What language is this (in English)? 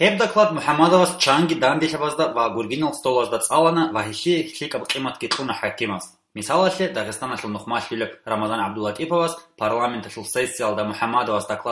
Avaric